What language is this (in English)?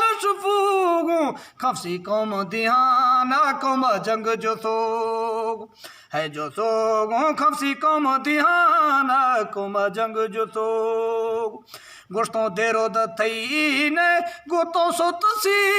Eastern Balochi